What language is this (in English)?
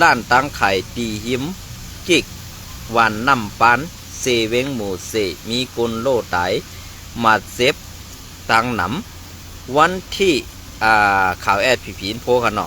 Shan